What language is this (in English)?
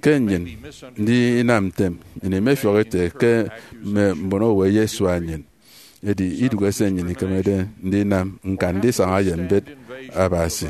Efik